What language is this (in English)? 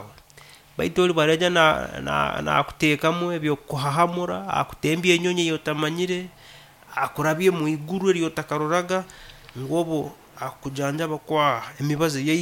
Nyankole